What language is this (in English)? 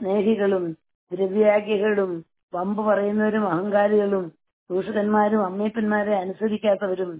Malayalam